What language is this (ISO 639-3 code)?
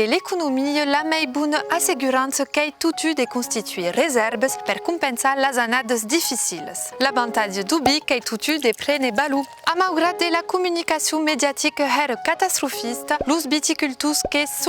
oci